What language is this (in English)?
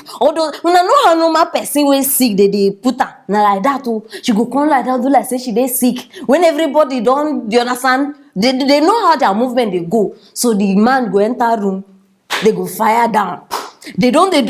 Nigerian Pidgin